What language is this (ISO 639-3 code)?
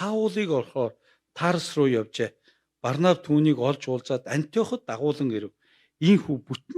mon